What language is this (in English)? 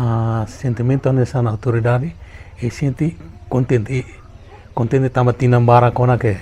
Tetum